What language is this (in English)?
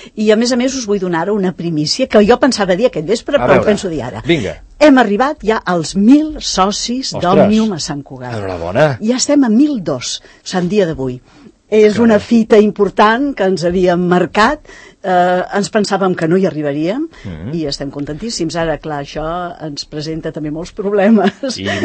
Catalan